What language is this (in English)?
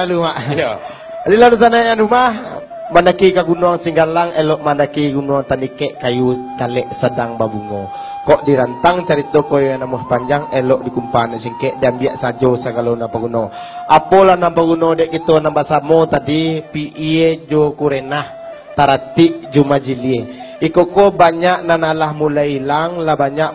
Minangkabau